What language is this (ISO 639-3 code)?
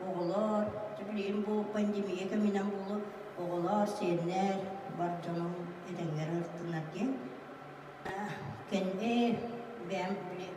sah